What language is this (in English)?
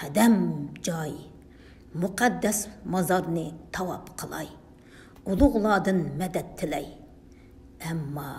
Uyghur